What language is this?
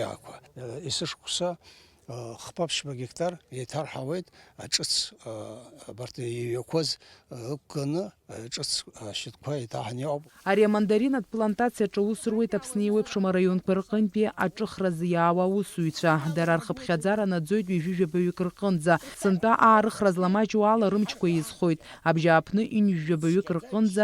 Abkhazian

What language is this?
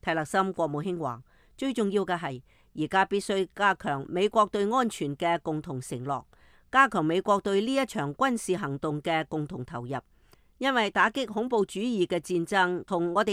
Cantonese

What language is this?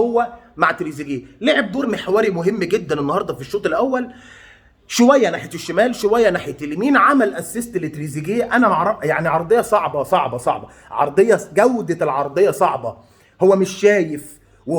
Egyptian Arabic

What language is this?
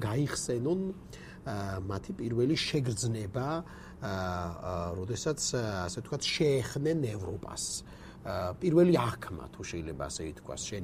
Georgian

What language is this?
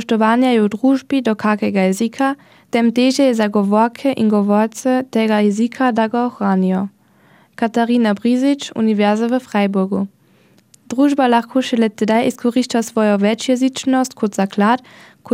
Slovenian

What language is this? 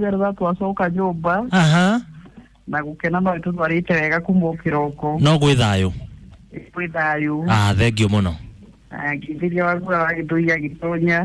Kikuyu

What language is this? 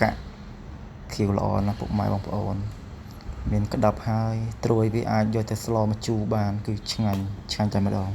Khmer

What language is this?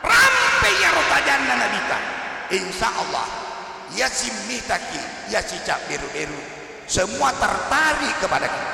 Buginese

